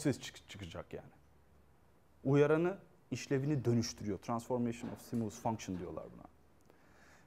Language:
Turkish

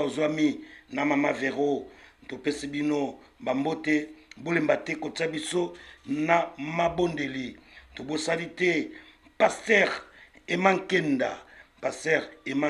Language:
Lingala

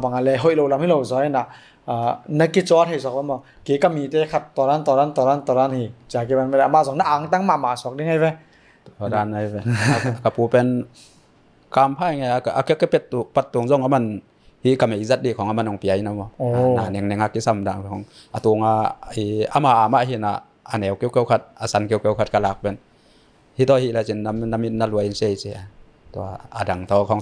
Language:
Tedim Chin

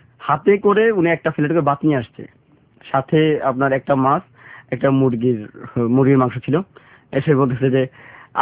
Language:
Bangla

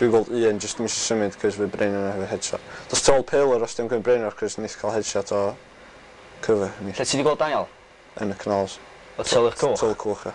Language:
Welsh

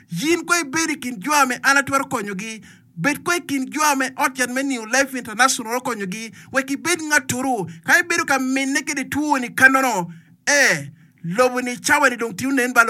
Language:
Acoli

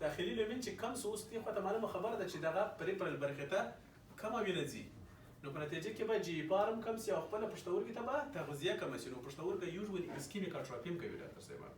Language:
Pashto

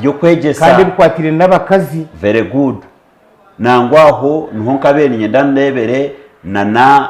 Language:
Nyankole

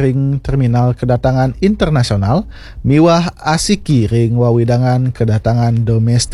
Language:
Balinese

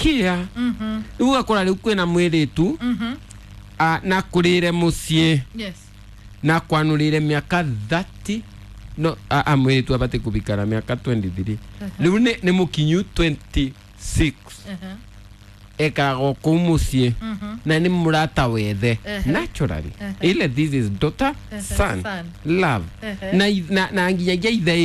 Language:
Kikuyu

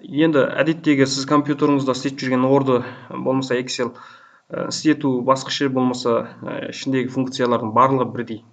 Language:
Kazakh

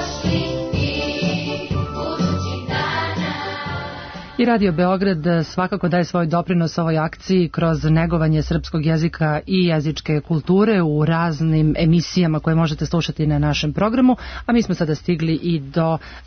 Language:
Serbian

